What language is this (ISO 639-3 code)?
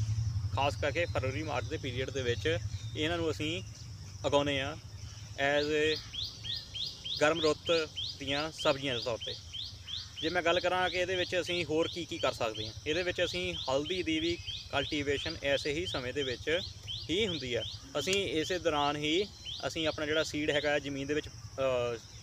pan